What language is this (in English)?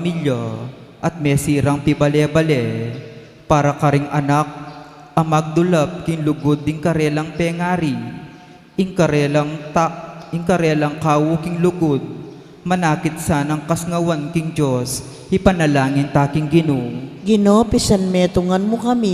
Pampanga